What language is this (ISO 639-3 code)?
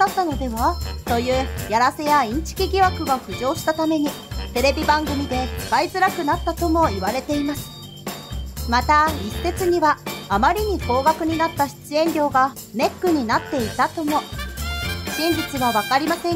jpn